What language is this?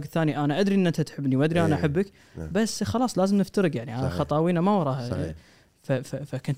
Gulf Arabic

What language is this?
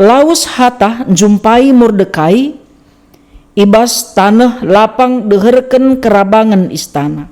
Batak Karo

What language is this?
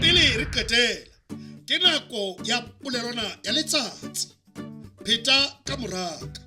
Southern Sotho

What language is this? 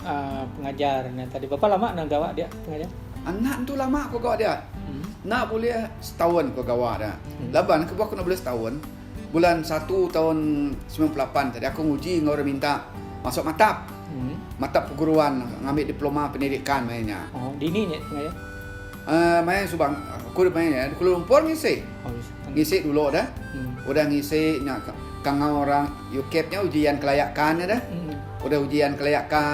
Iban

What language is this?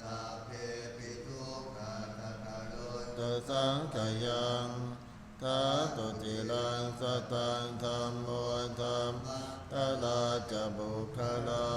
Pali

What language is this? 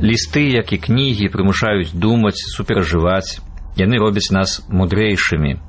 Belarusian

